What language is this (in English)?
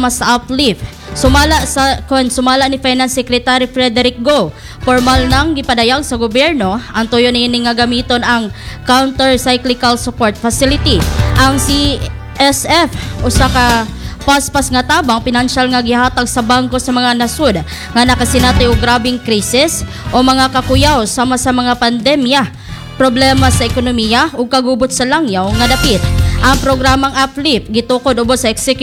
Cebuano